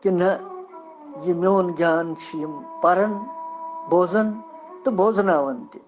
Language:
Kashmiri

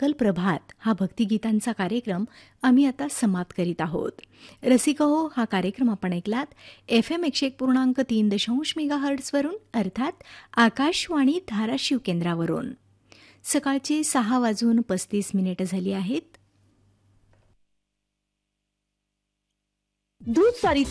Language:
Marathi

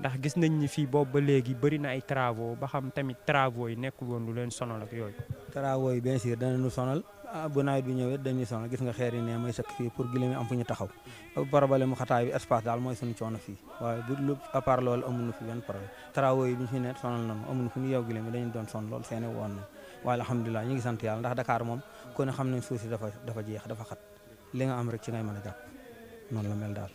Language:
Wolof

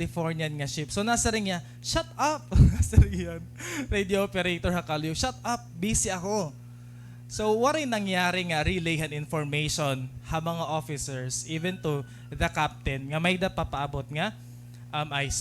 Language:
Waray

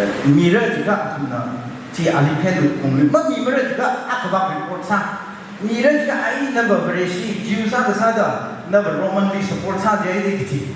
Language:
Tangkhul Naga (India)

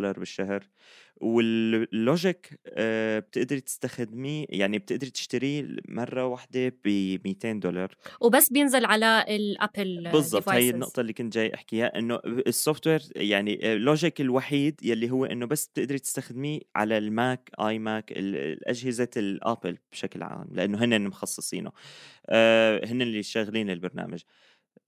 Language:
North Levantine Arabic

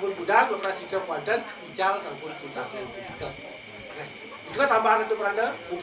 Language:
Balinese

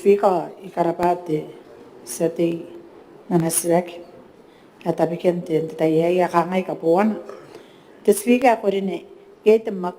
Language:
Gilbertese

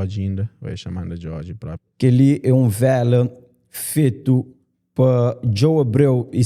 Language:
Kabuverdianu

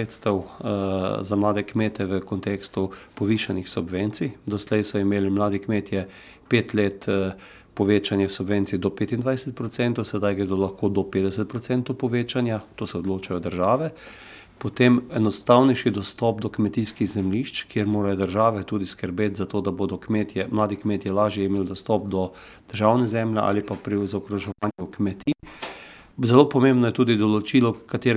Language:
Slovenian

